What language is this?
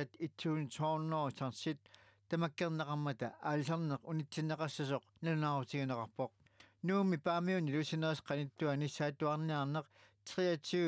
Kalaallisut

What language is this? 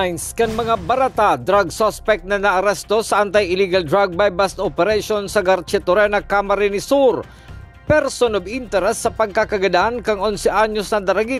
Bikol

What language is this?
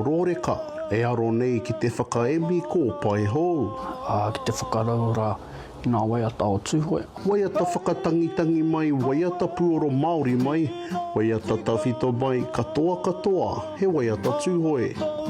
Māori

